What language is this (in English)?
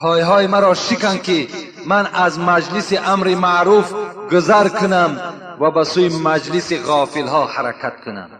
Tajik